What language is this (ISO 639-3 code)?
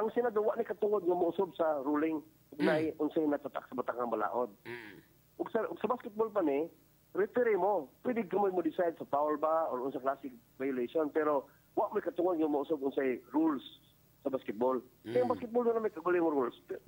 ceb